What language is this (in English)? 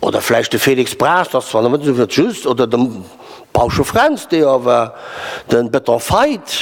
Luxembourgish